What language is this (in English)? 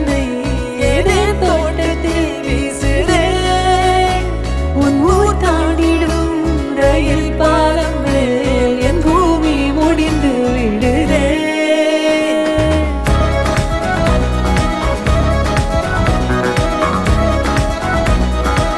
Tamil